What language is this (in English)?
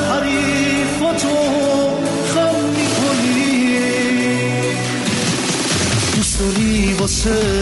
Persian